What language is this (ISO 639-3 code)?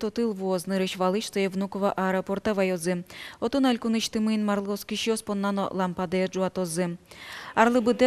udm